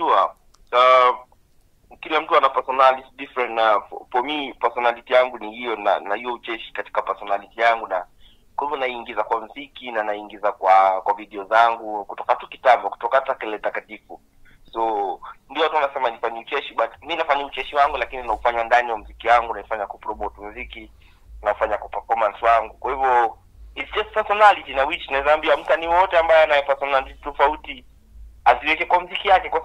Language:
Swahili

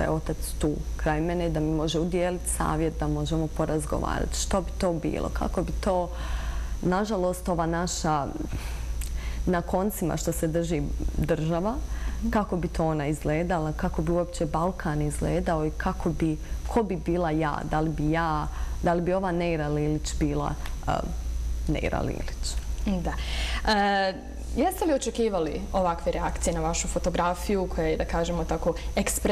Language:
Bosnian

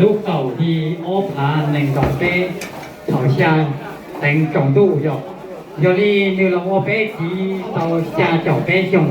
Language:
Hmong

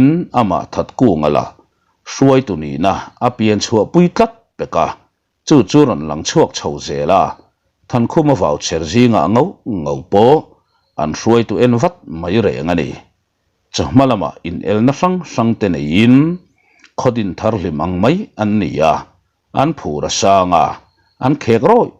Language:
Mizo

